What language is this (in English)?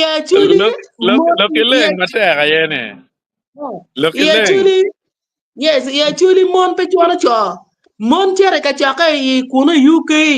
Acoli